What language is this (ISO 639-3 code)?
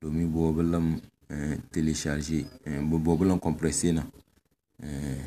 kdh